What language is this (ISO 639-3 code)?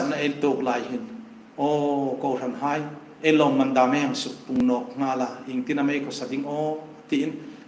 hmr